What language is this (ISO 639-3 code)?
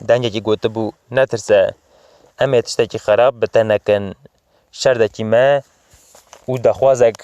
kur